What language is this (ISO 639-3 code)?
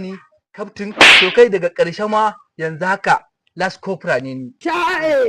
hau